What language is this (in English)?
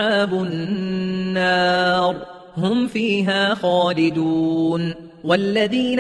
Arabic